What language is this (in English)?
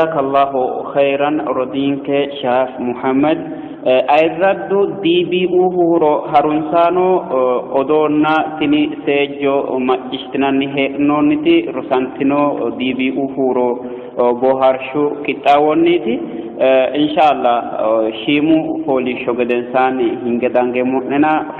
Sidamo